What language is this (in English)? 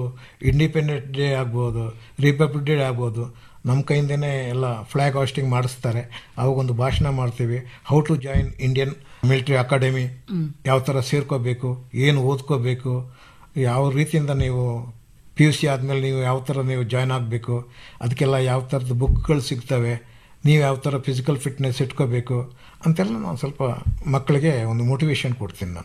Kannada